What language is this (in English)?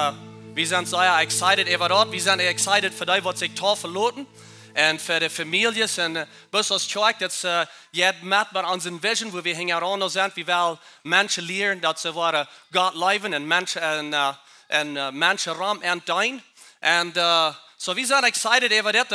Plautdietsch